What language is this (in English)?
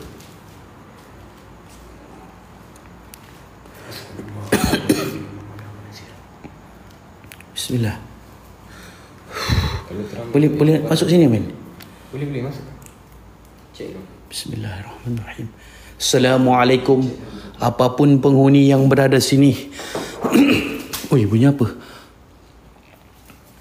Malay